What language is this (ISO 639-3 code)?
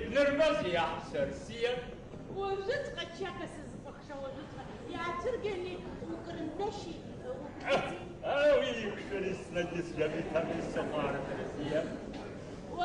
abk